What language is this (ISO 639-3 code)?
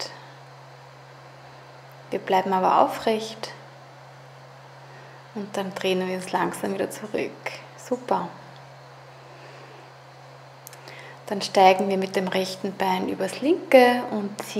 deu